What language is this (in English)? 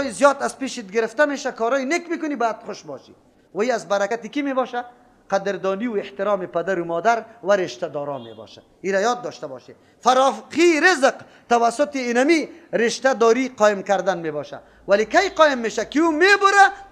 Persian